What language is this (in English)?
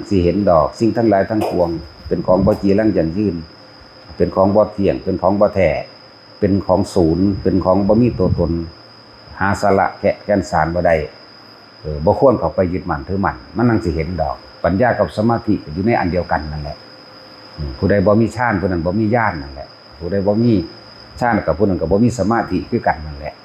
Northeastern Thai